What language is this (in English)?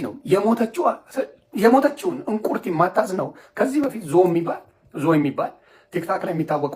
Amharic